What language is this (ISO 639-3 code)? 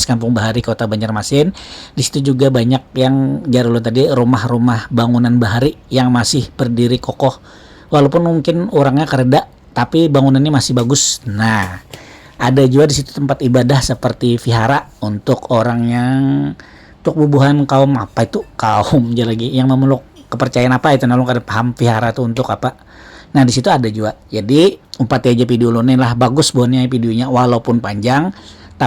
bjn